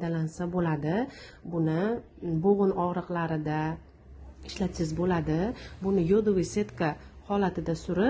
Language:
Uzbek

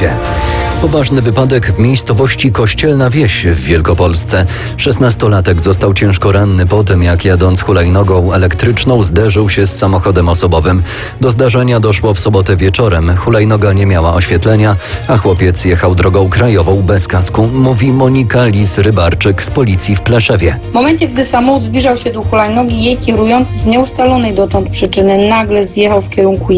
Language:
Polish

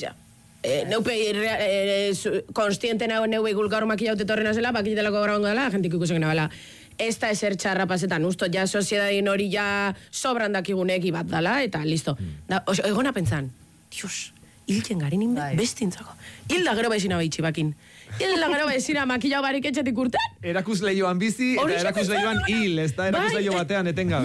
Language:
Basque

